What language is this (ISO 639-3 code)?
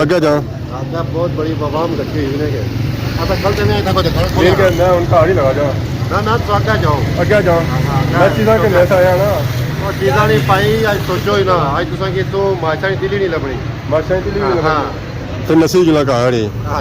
phr